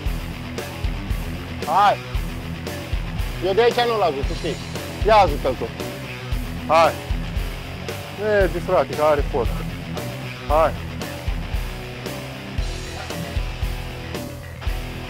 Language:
Romanian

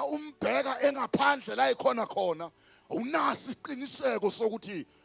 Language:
Zulu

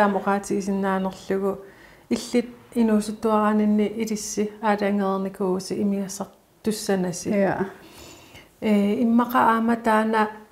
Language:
Kalaallisut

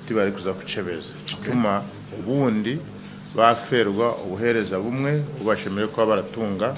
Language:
Nyankole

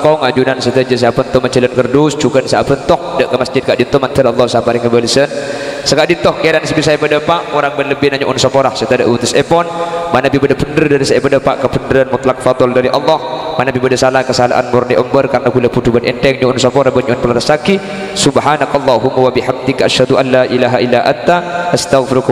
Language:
Madurese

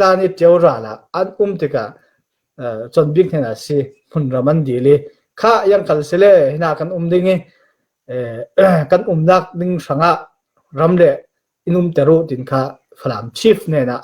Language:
Falam Chin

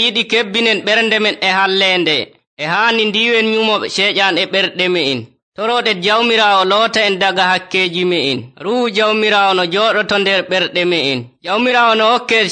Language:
Nigerian Fulfulde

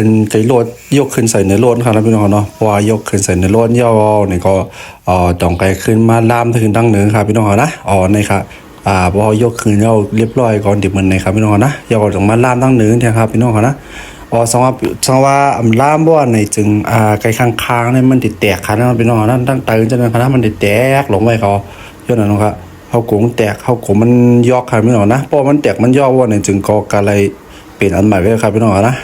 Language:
Shan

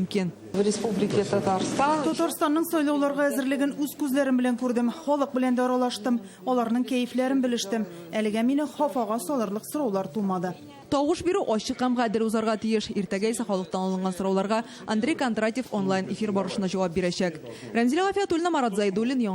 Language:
Tatar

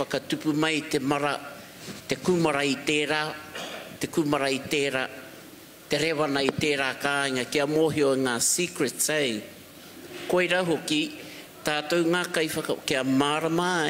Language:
Māori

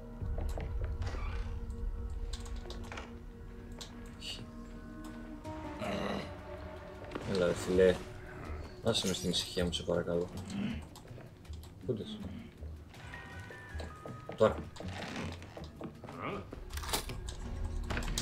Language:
Greek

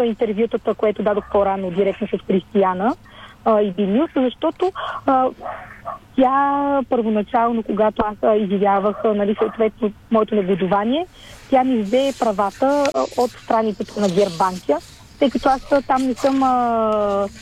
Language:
Bulgarian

